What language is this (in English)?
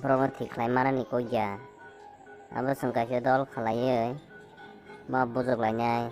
Kok Borok